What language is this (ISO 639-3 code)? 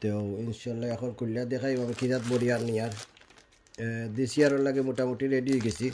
syl